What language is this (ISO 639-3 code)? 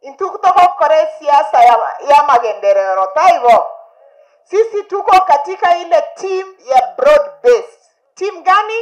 guz